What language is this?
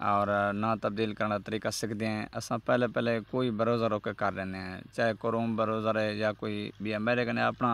Saraiki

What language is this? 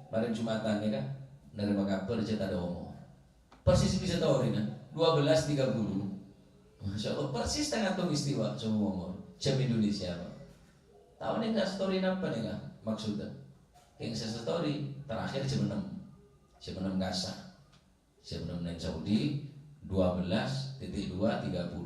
Madurese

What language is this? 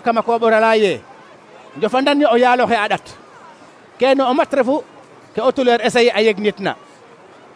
Serer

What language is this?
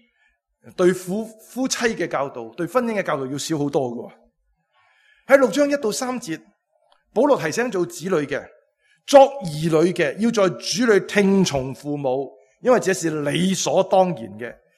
Cantonese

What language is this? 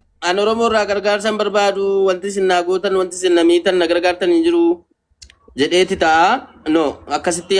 Oromo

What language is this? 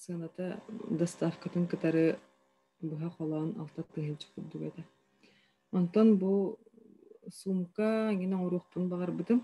Yakut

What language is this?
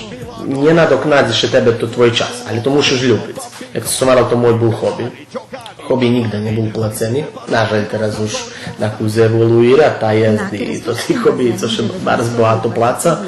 Rusyn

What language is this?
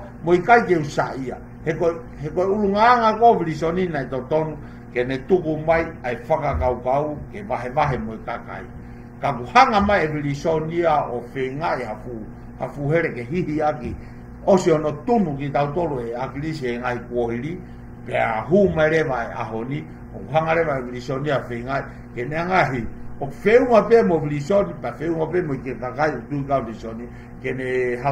Tongan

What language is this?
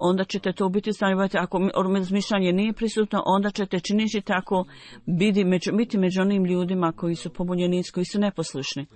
Bosnian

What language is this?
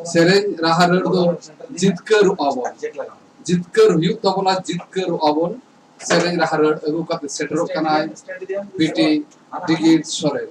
Santali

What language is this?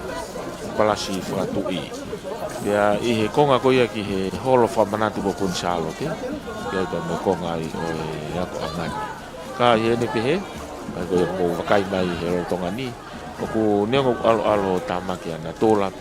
Tongan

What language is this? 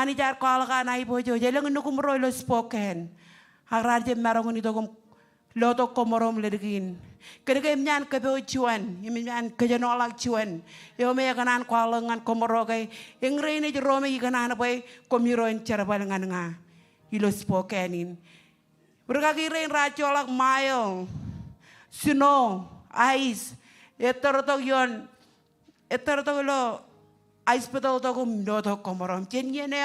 Marshallese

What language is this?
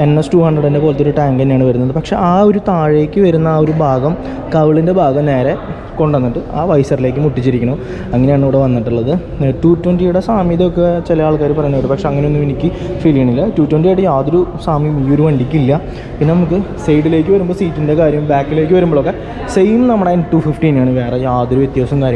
Malayalam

